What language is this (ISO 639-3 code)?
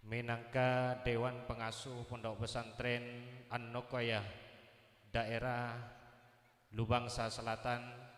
mad